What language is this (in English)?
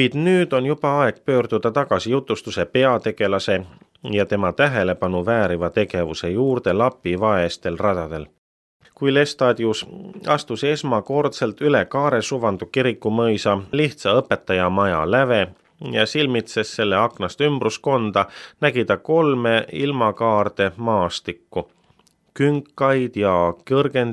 Estonian